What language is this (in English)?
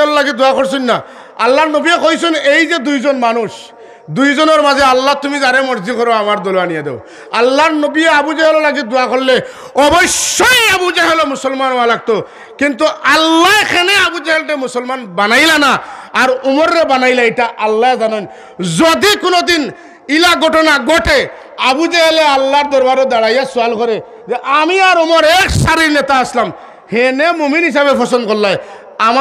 Sylheti